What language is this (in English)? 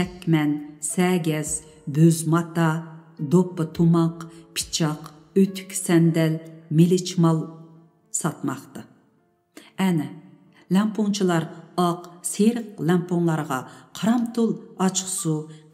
Uyghur